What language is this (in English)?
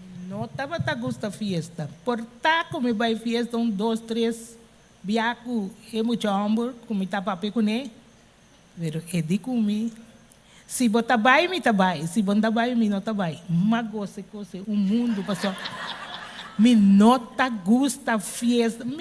Papiamento